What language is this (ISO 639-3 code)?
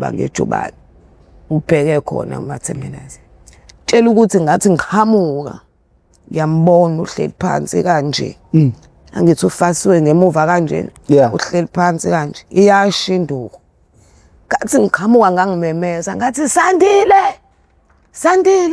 zul